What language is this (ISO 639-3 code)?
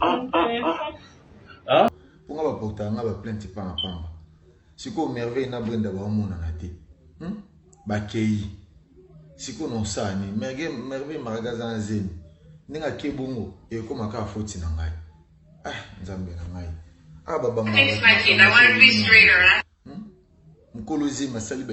lin